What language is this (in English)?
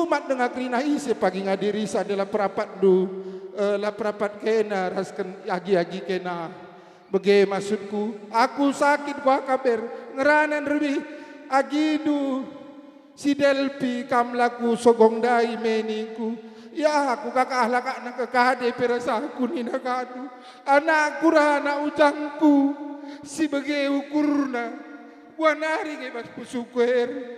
Batak Karo